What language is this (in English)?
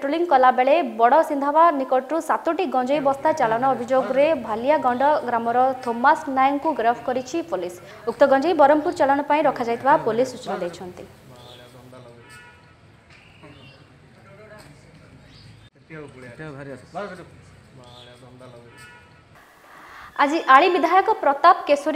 Odia